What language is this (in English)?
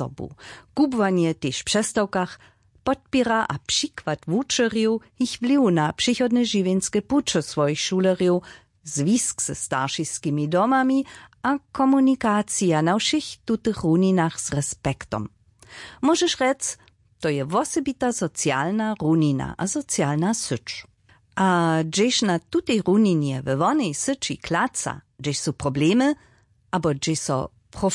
Upper Sorbian